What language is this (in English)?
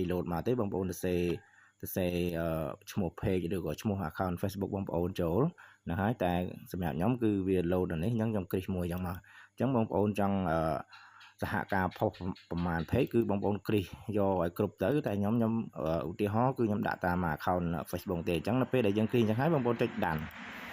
Khmer